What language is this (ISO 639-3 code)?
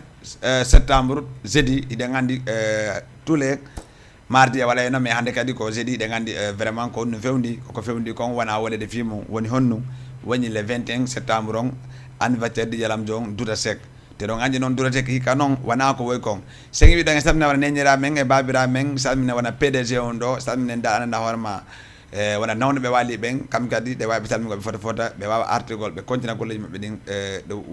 ful